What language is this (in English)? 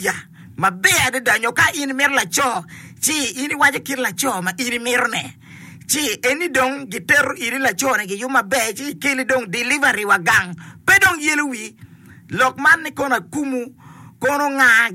Acoli